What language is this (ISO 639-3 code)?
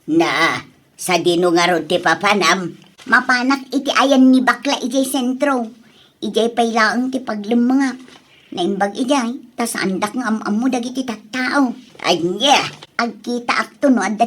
ilo